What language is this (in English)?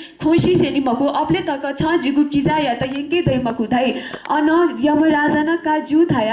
Newari